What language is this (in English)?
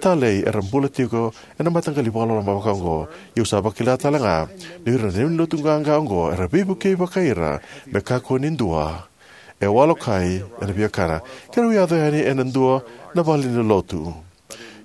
Fijian